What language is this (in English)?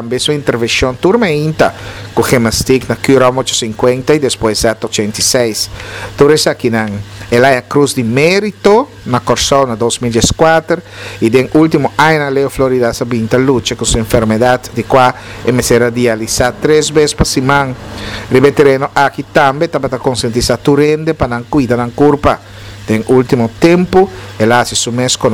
Papiamento